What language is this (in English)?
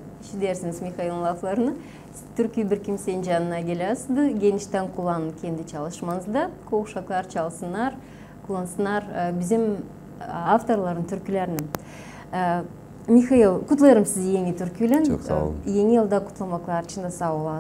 Gagauz